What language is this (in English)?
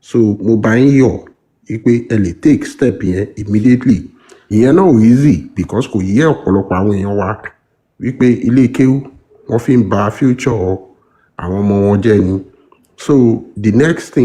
Yoruba